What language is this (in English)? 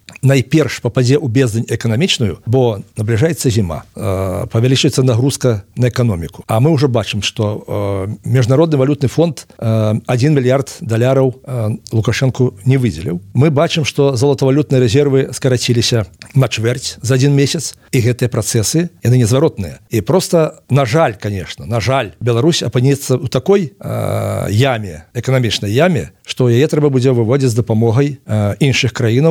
Belarusian